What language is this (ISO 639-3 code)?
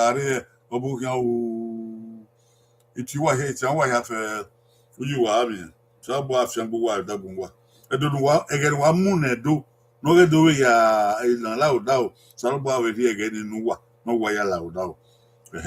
bin